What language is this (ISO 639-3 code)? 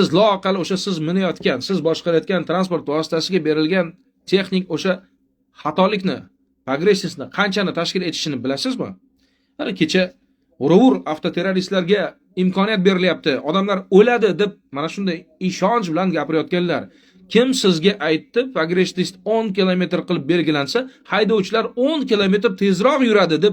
uzb